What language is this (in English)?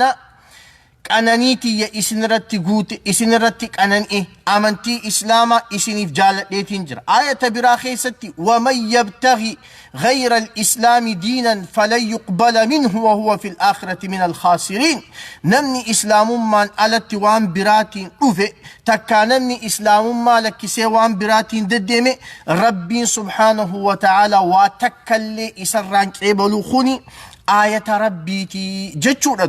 Oromo